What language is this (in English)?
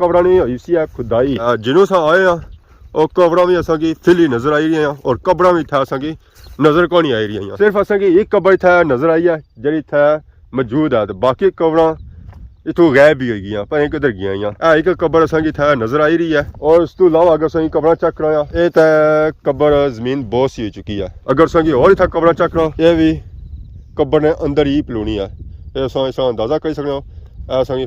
Pahari-Potwari